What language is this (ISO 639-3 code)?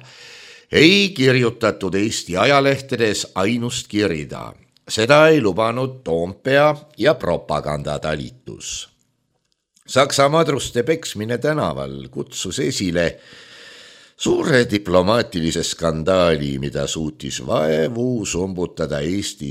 est